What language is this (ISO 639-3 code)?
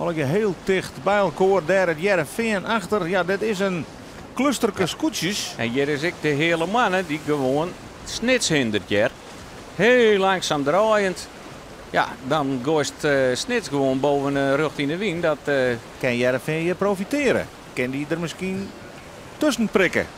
fry